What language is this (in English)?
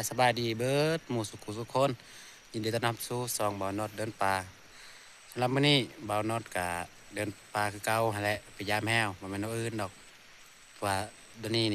Northeastern Thai